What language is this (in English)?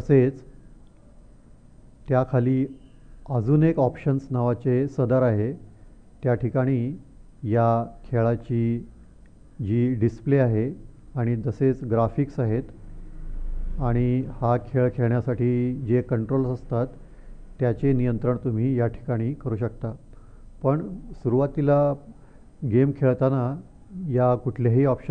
Marathi